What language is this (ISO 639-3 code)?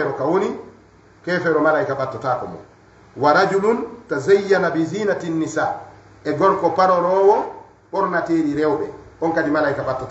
ful